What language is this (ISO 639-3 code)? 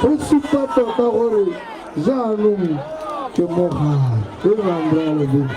tsn